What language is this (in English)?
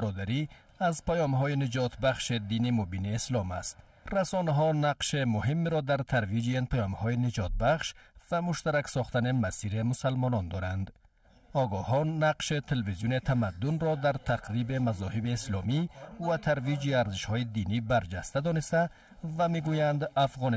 Persian